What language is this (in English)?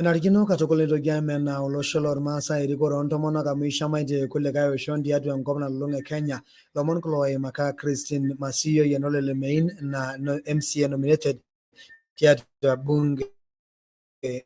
Masai